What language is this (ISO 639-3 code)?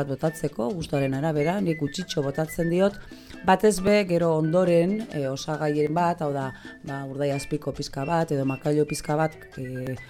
eus